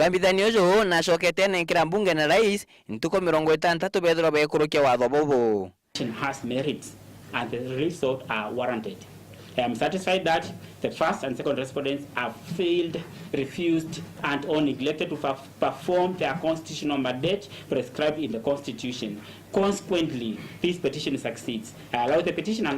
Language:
Meru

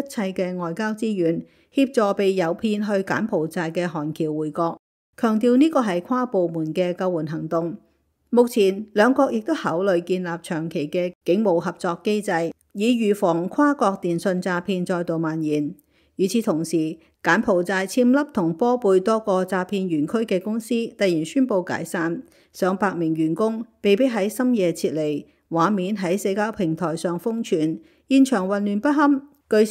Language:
Cantonese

